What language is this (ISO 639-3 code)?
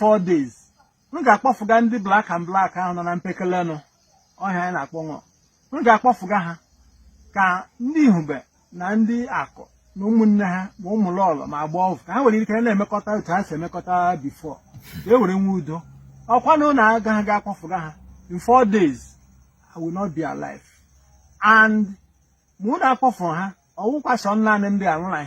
ibo